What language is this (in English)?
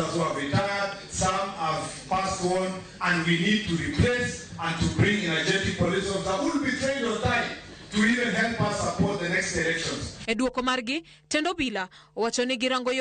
Luo (Kenya and Tanzania)